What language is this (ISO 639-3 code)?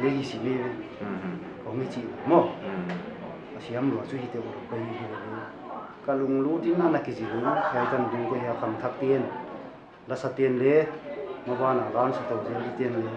pck